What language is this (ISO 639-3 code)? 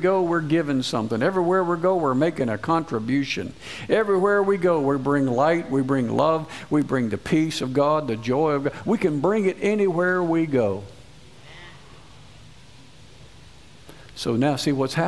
eng